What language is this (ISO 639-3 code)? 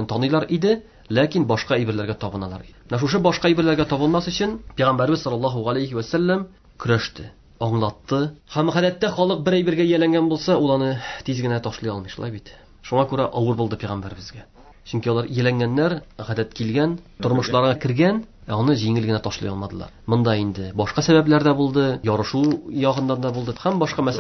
tat